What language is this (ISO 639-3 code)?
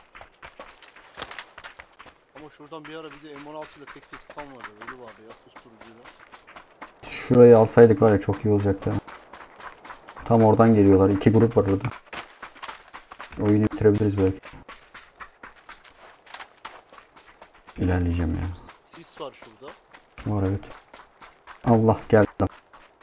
tur